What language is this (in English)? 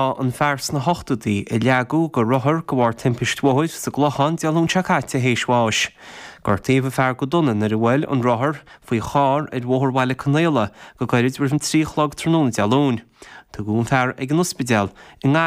Irish